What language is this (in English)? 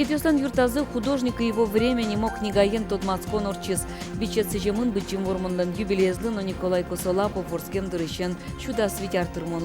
Udmurt